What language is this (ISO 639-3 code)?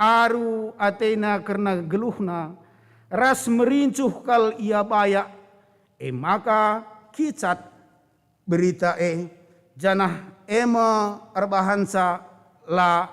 btx